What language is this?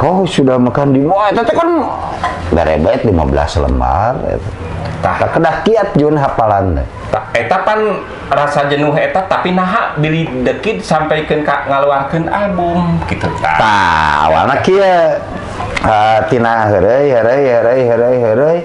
Sundanese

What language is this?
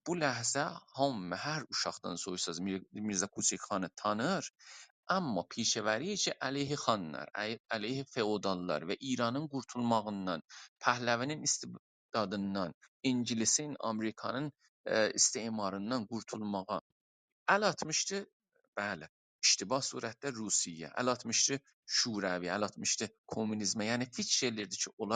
South Azerbaijani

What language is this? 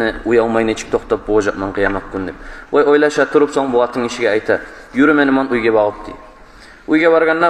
Kumyk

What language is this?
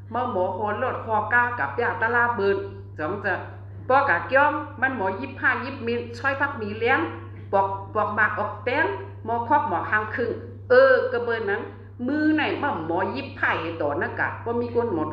Shan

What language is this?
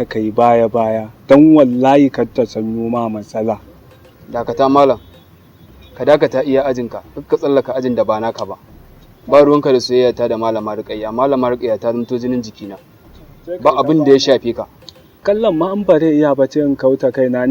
Hausa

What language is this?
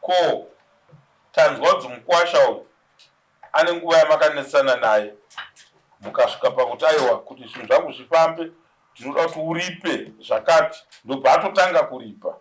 Shona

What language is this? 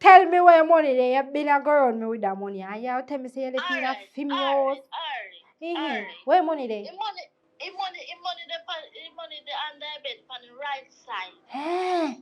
Jamaican Creole English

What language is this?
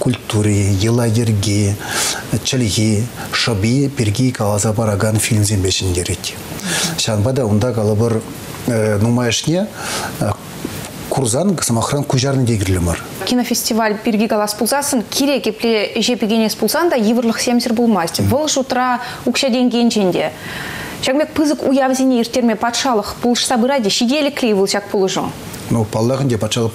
Chuvash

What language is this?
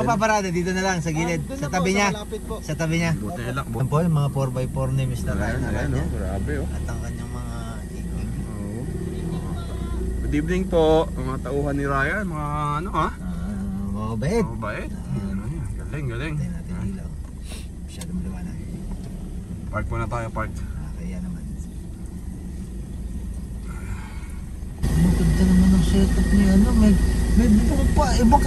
Filipino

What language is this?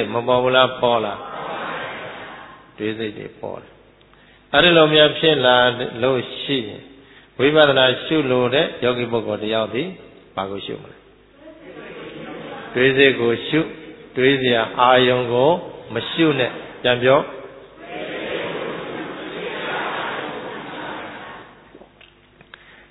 Burmese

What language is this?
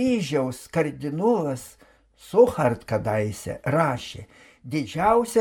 Lithuanian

